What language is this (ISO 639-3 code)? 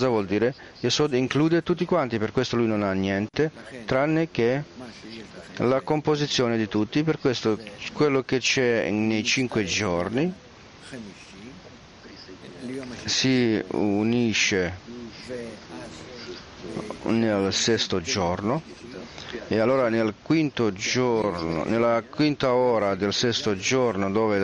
ita